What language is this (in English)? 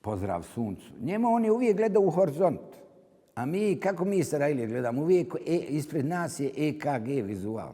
Bosnian